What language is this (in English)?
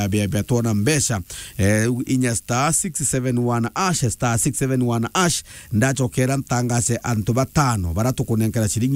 Meru